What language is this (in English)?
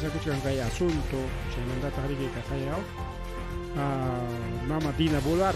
Ayacucho Quechua